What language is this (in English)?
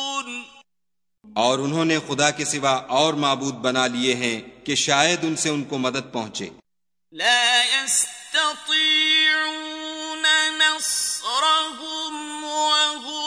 Urdu